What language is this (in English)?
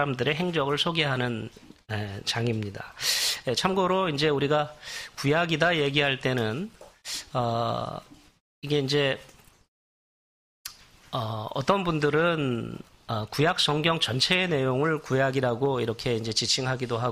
Korean